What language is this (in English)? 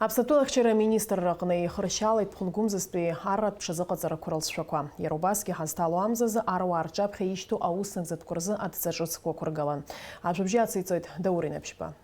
Abkhazian